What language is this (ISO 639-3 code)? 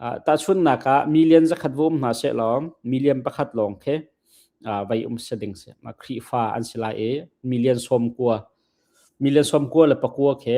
cnh